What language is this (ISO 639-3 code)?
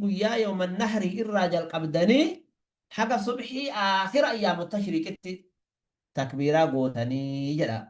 orm